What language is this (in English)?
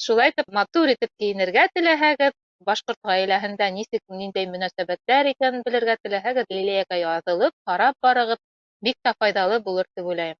Bashkir